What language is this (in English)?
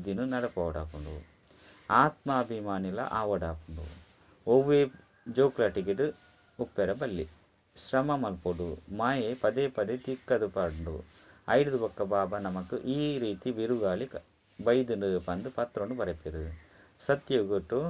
Tulu